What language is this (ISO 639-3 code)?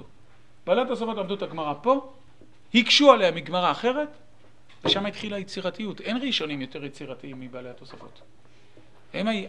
heb